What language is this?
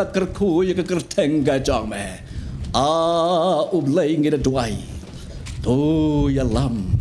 Khasi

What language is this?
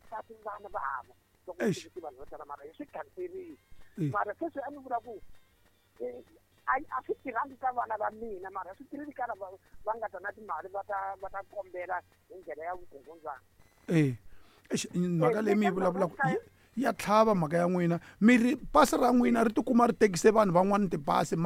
Tsonga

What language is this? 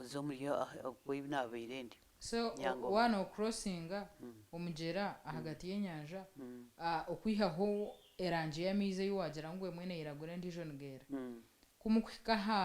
Nyankole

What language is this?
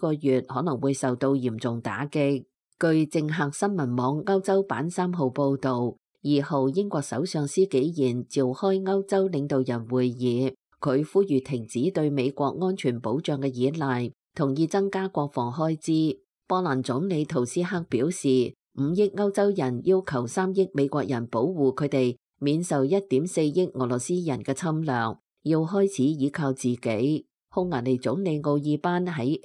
Cantonese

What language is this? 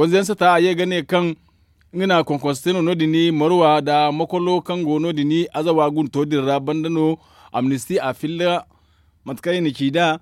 Zarma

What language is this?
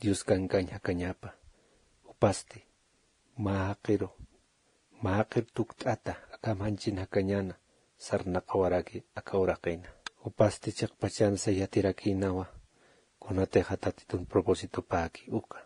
Aymara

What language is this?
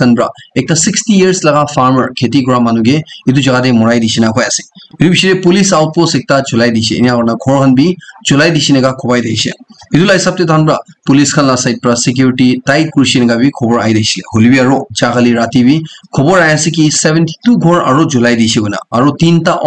Naga Pidgin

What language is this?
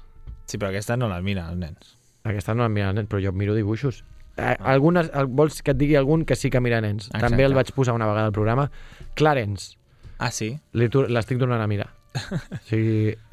Catalan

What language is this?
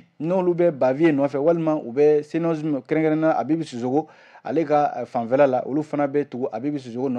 Bambara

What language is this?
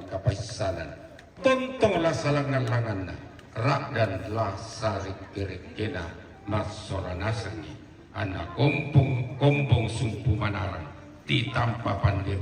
Toraja-Sa'dan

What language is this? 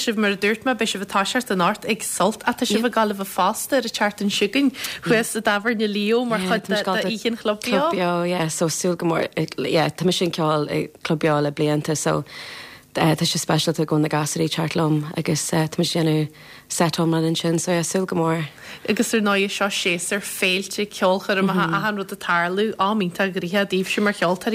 Irish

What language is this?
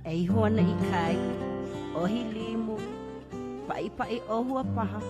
Hawaiian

